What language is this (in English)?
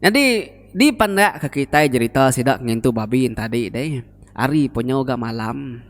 Iban